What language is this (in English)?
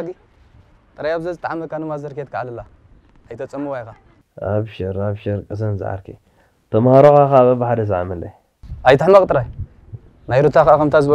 Tigrinya